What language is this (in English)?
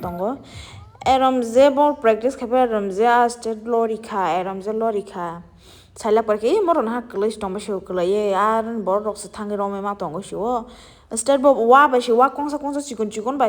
Kok Borok